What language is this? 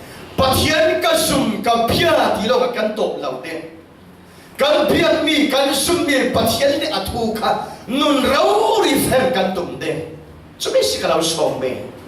Falam Chin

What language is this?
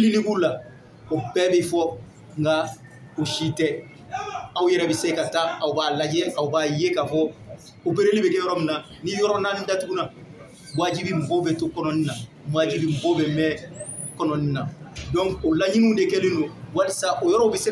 Bambara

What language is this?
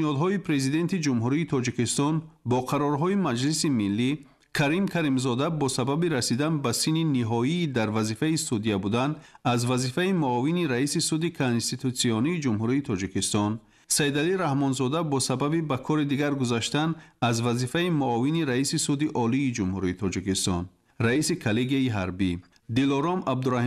Tajik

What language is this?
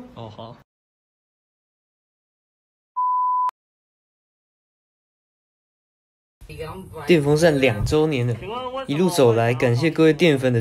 Chinese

